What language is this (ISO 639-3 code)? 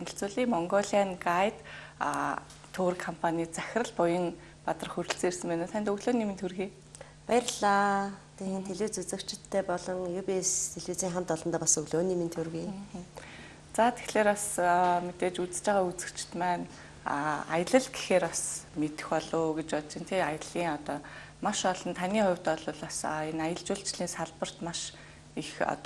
mon